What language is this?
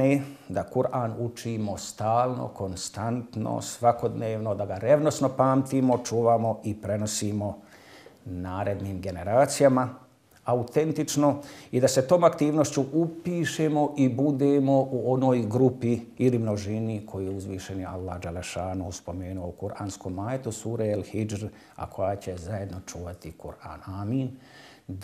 Bosnian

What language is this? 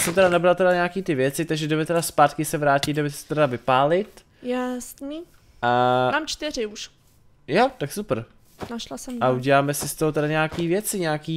Czech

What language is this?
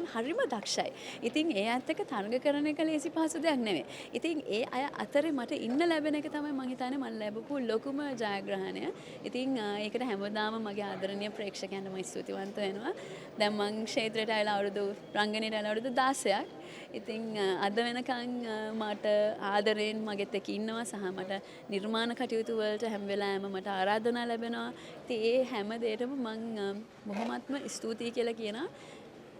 Sinhala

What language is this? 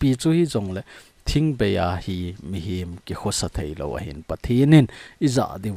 Thado Chin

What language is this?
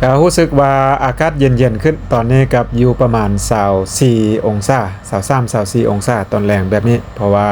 Lao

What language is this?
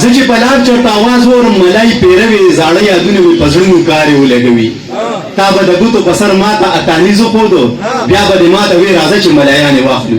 Pashto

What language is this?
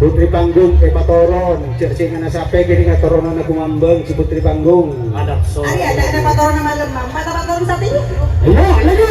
Madurese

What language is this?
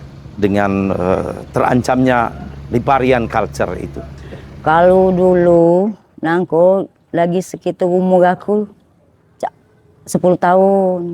Musi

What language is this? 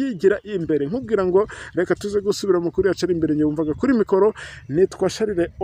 Kinyarwanda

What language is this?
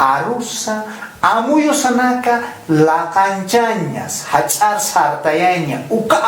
Aymara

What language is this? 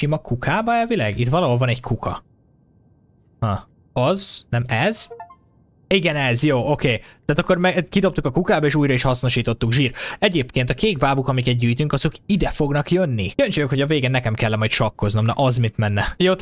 Hungarian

